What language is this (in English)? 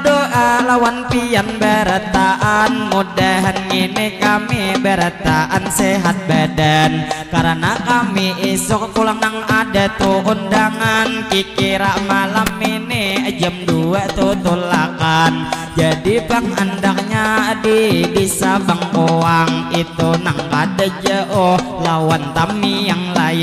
Banjar